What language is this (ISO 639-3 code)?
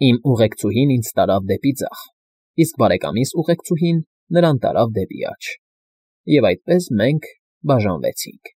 hye